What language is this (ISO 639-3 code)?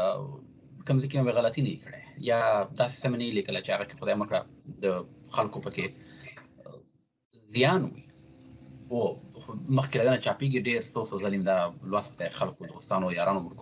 pus